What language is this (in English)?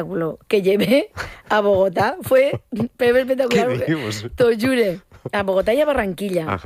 Catalan